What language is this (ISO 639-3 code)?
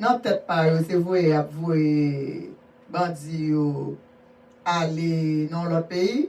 hat